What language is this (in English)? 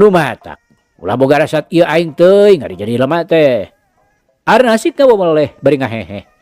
Sundanese